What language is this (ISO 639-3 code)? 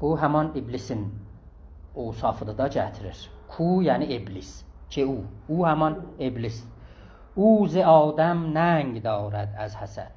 azb